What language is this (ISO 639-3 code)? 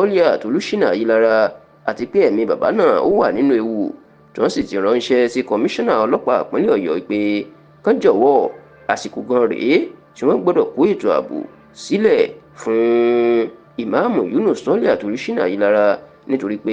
yor